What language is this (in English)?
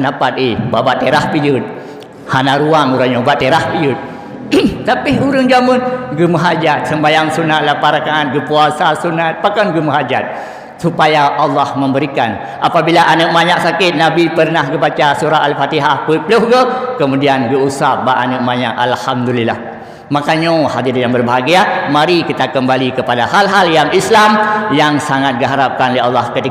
Achinese